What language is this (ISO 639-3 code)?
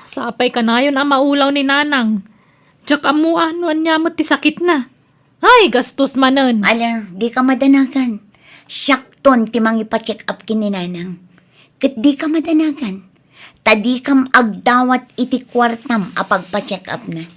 ilo